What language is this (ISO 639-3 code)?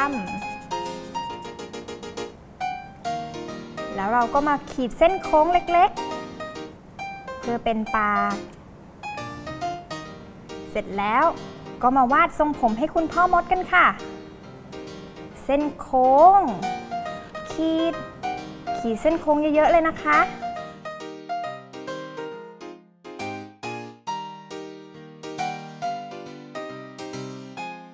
tha